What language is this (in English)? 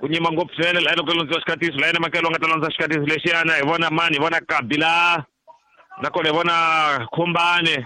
Tsonga